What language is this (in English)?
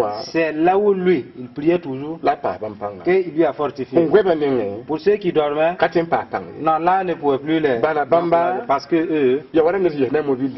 Mossi